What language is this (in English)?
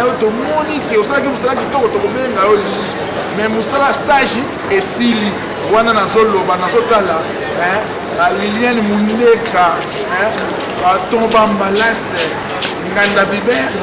Lingala